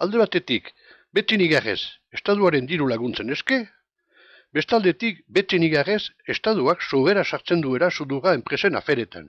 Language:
Basque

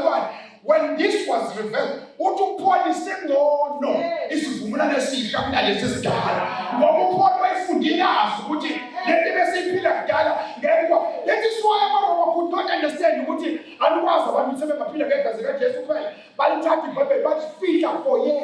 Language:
Zulu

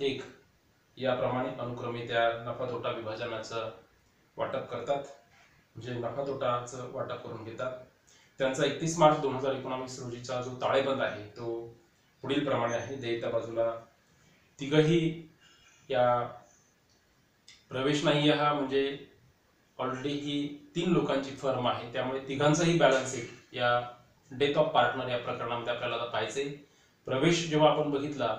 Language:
Marathi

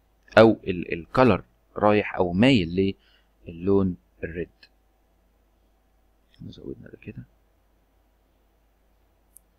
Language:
Egyptian Arabic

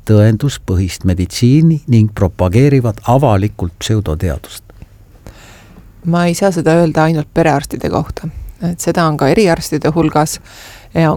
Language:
Estonian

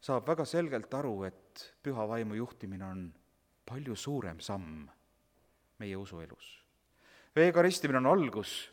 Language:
Estonian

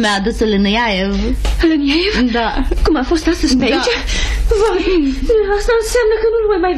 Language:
Romanian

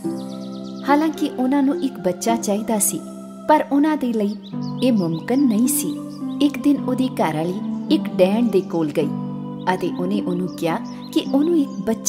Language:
Punjabi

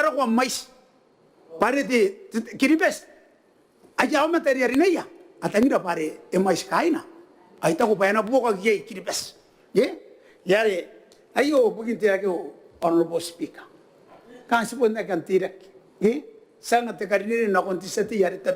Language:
Gilbertese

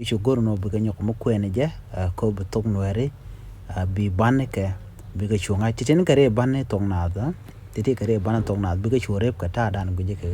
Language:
Nuer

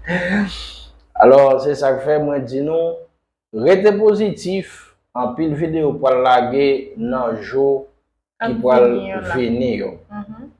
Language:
Haitian Creole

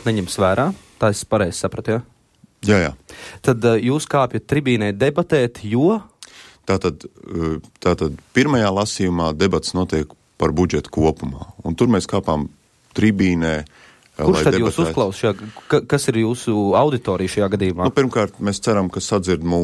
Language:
Latvian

